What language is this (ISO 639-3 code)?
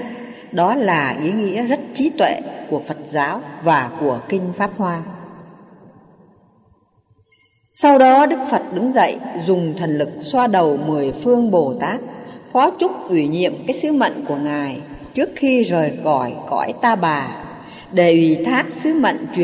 vie